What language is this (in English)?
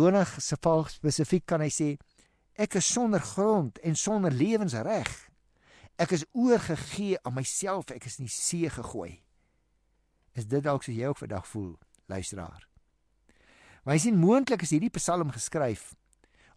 Afrikaans